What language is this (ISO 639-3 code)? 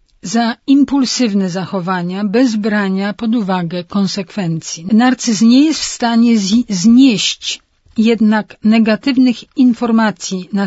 pol